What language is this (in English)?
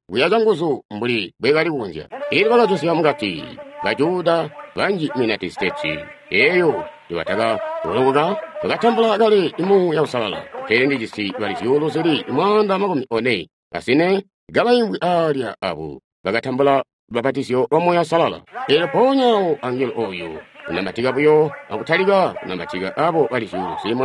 Tonga (Zambia)